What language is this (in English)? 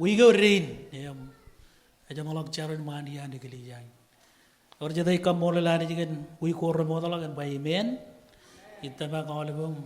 Marshallese